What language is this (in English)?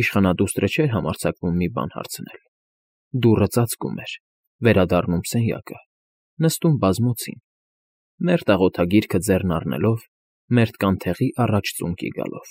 Armenian